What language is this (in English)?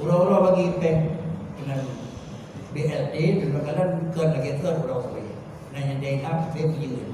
Achinese